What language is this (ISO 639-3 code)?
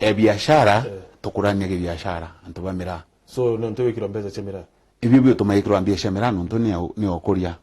mer